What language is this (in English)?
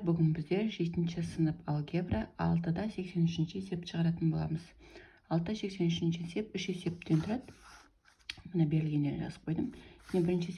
Kazakh